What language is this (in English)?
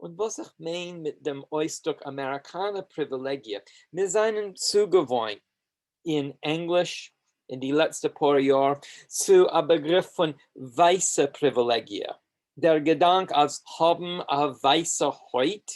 Yiddish